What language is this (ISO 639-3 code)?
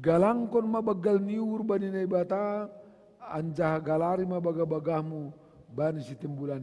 bts